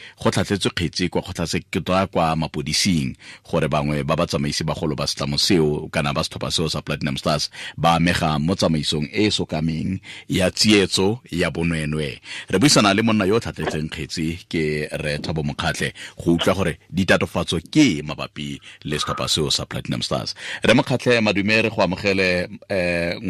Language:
Tswana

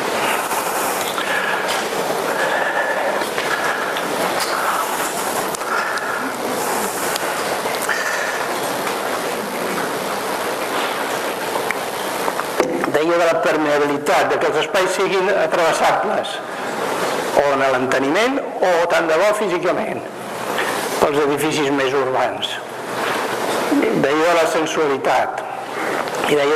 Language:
Catalan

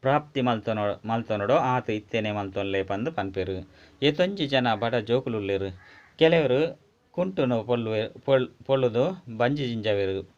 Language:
Tulu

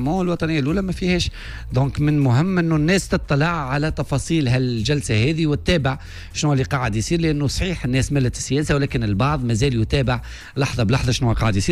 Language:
Tunisian Arabic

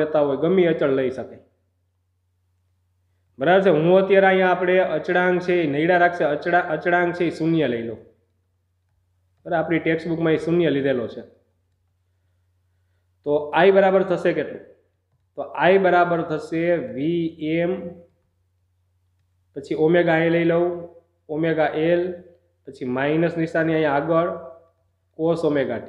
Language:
Gujarati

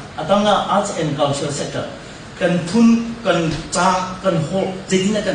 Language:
Hakha Chin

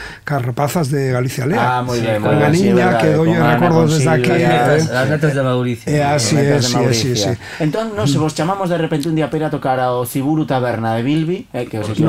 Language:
Galician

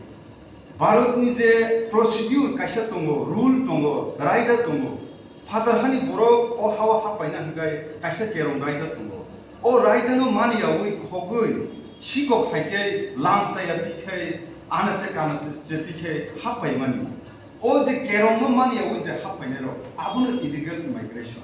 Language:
Kok Borok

